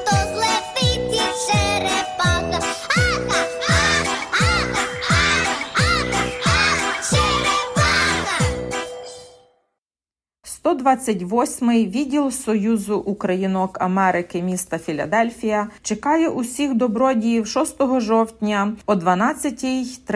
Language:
Ukrainian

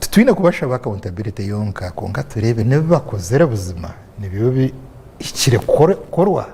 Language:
Nyankole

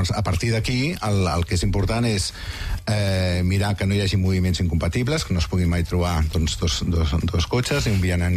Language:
Catalan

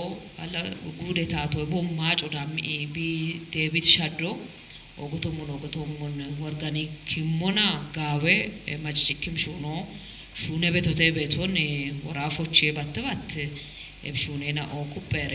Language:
Kafa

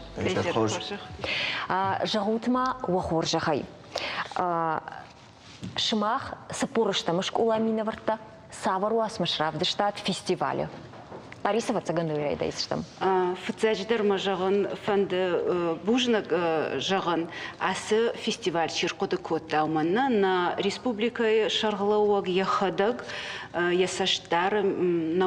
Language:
Ossetic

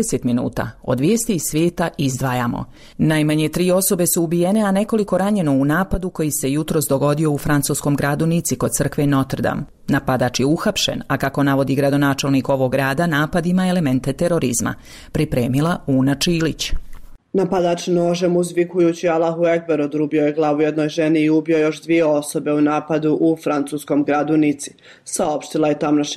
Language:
Bosnian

